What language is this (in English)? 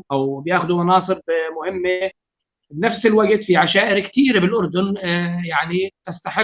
North Levantine Arabic